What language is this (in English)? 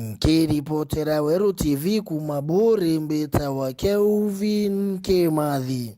Meru